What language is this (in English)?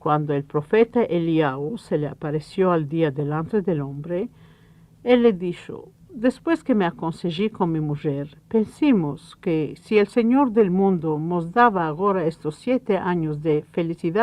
Ladino